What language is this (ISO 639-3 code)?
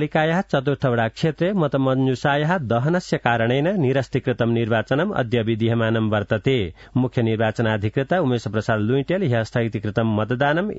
san